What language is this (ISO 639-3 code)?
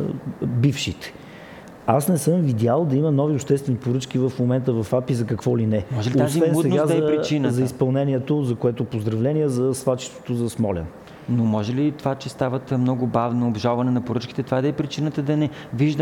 bul